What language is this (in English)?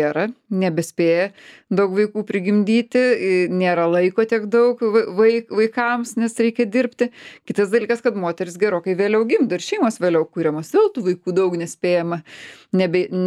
Lithuanian